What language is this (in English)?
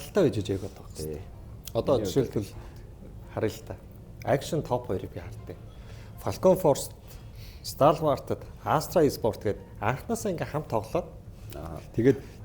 Mongolian